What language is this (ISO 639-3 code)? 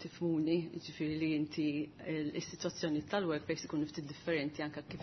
mlt